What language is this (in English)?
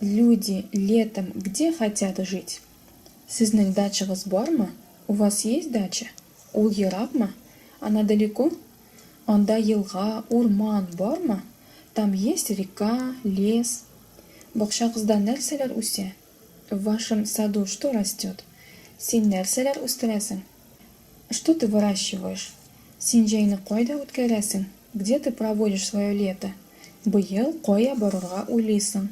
Tatar